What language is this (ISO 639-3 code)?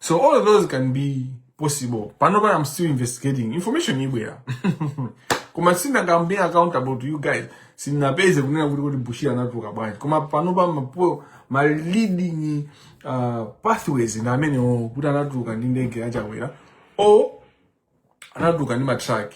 nya